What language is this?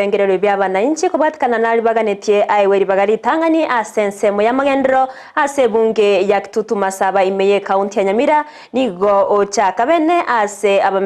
Gusii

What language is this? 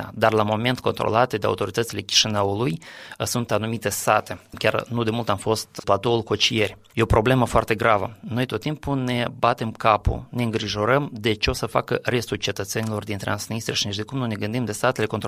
Romanian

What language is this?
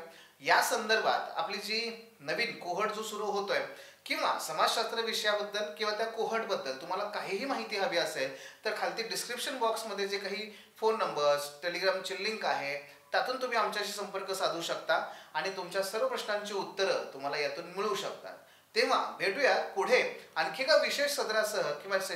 Marathi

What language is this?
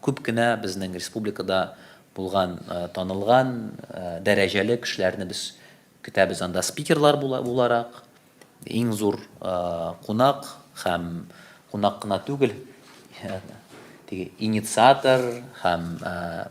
Tatar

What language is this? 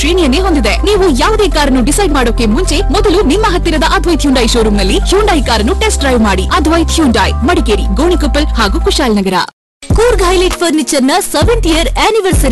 Kannada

